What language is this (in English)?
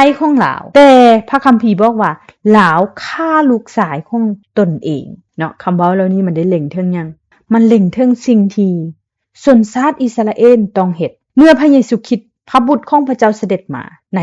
Lao